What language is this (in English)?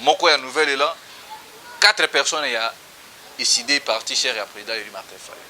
Lingala